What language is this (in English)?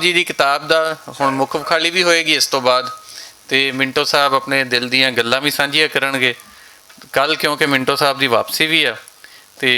Western Panjabi